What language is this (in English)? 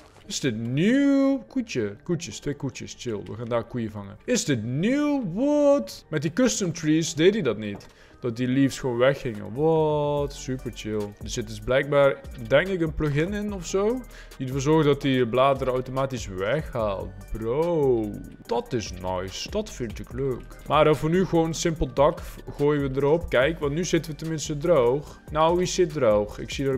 Dutch